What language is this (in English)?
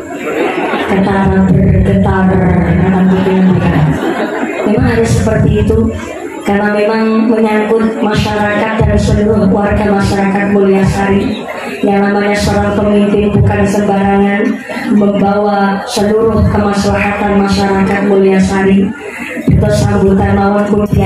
Indonesian